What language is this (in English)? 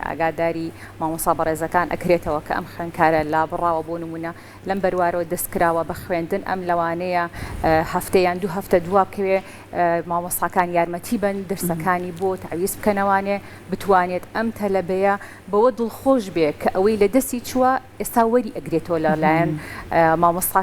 Central Kurdish